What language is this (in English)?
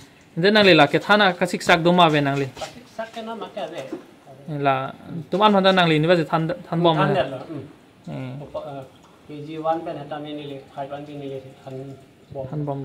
Karbi